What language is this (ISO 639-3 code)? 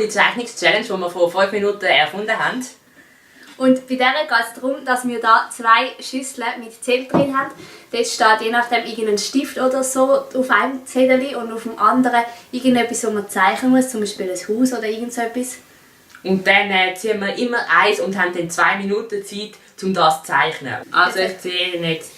gsw